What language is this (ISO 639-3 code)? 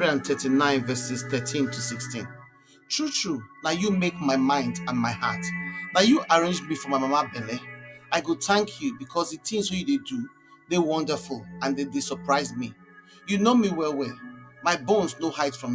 pcm